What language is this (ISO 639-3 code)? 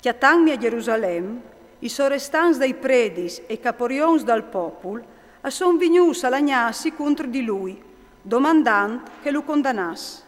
fur